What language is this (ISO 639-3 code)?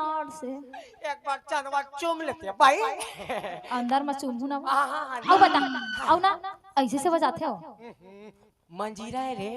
hne